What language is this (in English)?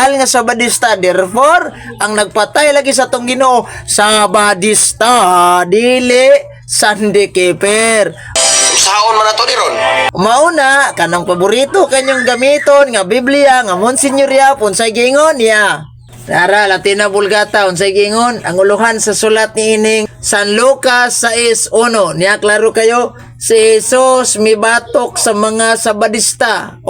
Cebuano